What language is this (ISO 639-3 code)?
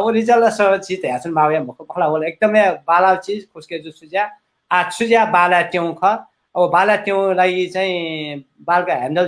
new